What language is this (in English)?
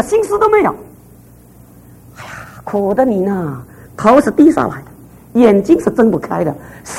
Chinese